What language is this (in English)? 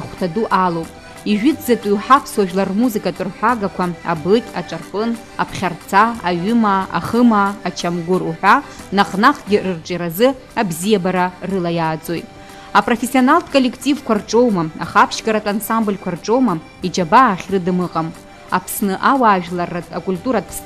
Abkhazian